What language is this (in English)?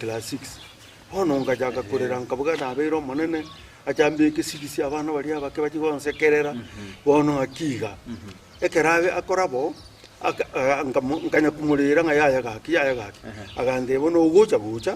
Gusii